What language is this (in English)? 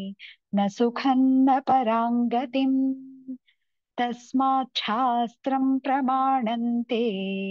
Sanskrit